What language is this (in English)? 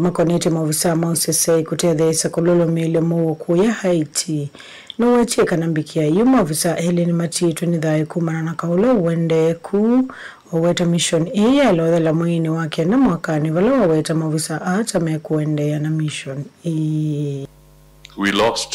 Kamba